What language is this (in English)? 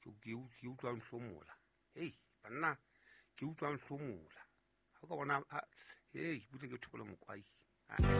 Southern Sotho